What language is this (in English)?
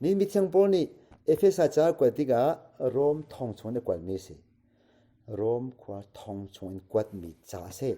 Hakha Chin